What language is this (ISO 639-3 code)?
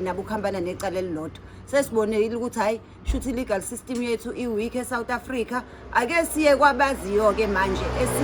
zul